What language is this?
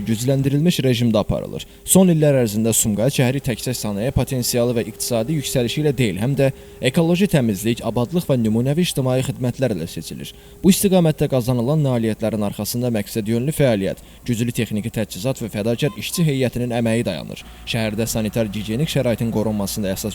Azerbaijani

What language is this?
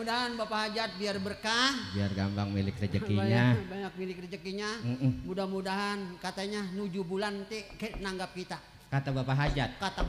Betawi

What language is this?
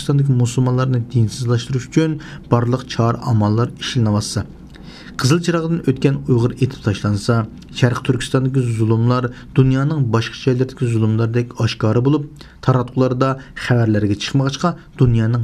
Uyghur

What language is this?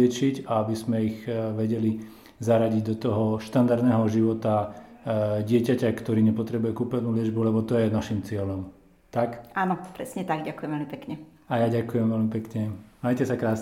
Slovak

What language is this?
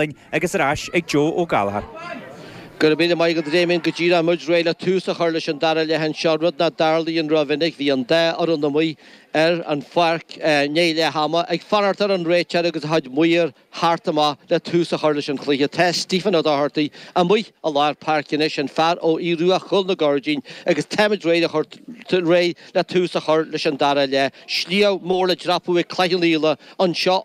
Irish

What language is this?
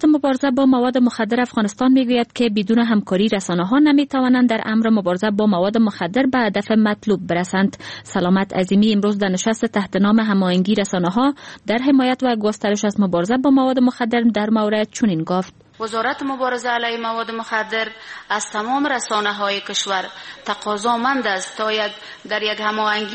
Persian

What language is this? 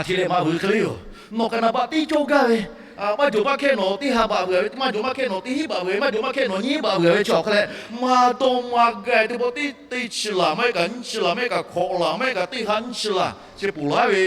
Lahu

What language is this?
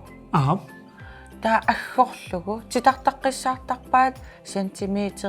Kalaallisut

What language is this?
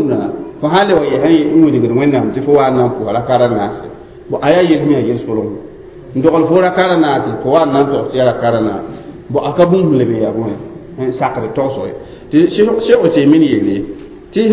Mossi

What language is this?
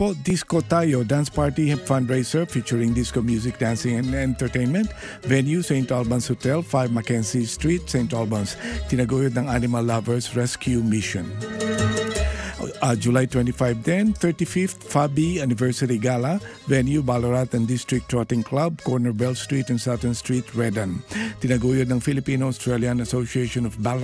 Filipino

